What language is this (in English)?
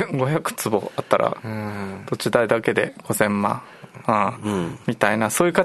Japanese